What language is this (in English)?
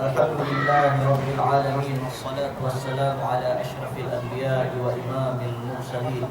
Yakan